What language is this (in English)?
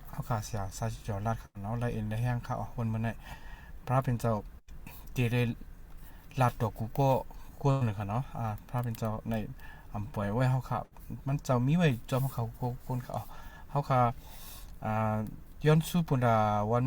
Shan